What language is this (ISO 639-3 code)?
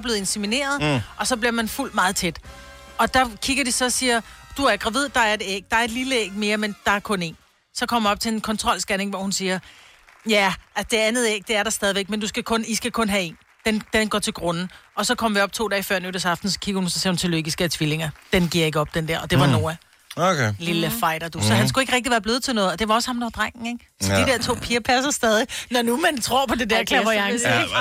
dan